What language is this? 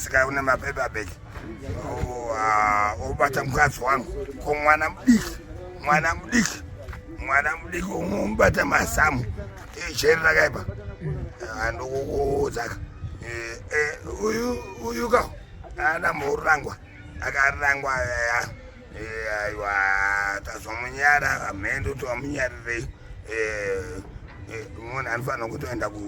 Shona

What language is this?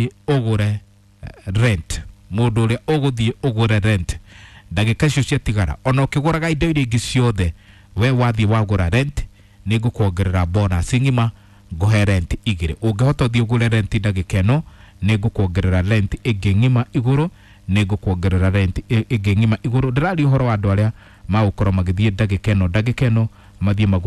Kikuyu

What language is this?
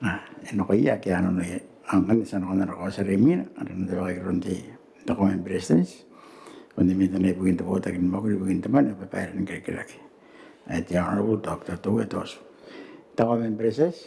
Gilbertese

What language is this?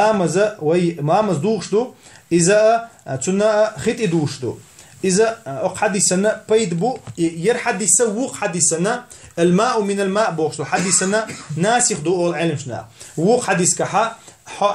Chechen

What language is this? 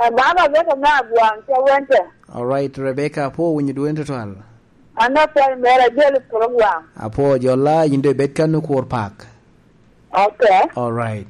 Lango (Uganda)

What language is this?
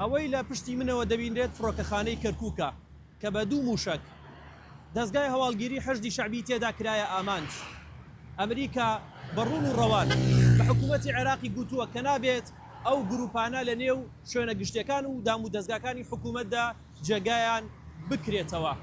Central Kurdish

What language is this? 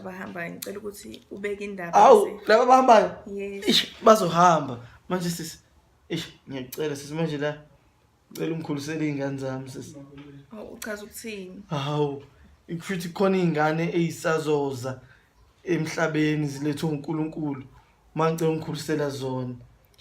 Zulu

